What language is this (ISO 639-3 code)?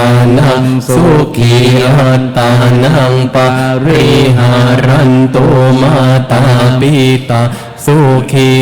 pli